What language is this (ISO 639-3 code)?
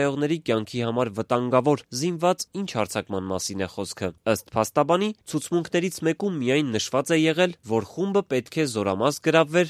hye